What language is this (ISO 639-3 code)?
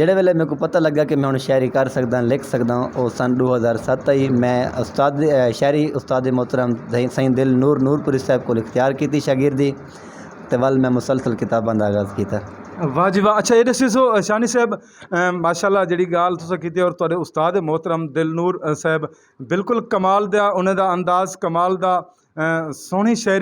skr